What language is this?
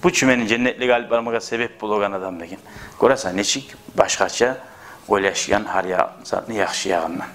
Kumyk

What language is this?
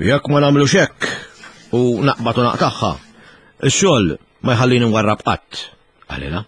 Maltese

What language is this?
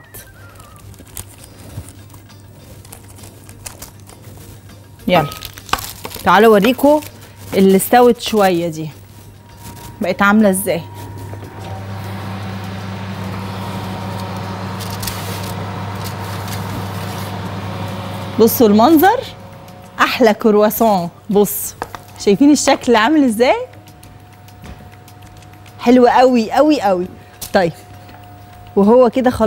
Egyptian Arabic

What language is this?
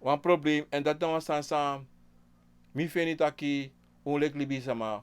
Sranan Tongo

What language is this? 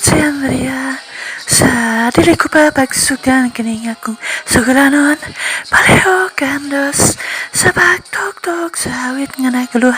Cebuano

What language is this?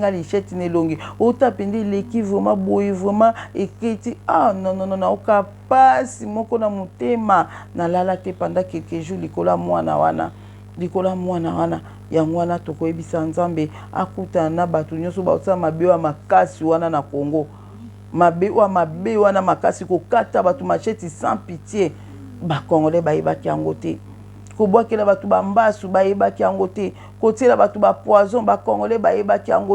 Lingala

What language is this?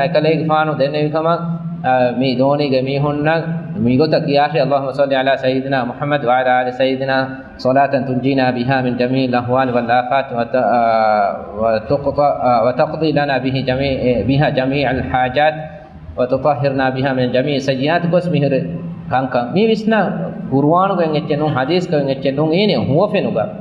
Divehi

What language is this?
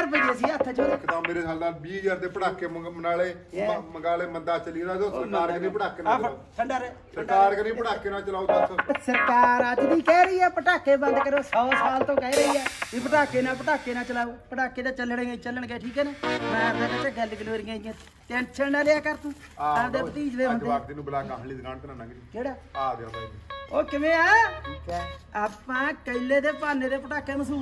Punjabi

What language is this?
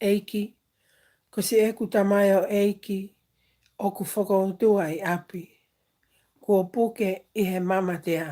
Tongan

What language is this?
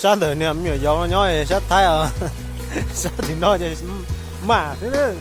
Hmong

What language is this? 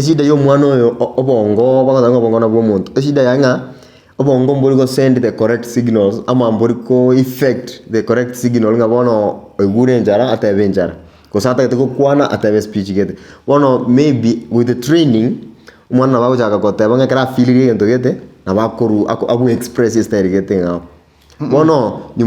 Gusii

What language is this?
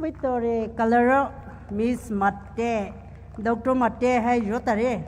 Poumei Naga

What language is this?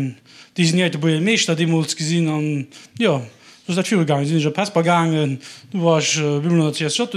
Luxembourgish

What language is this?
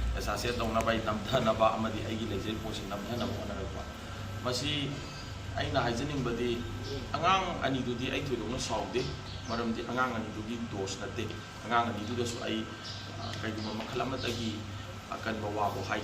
Manipuri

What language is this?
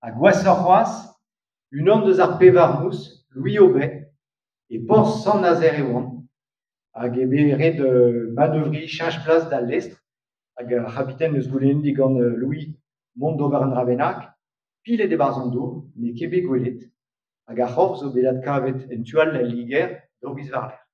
Breton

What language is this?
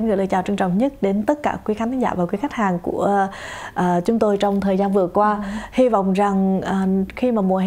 Vietnamese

